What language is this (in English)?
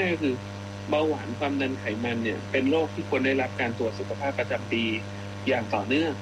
Thai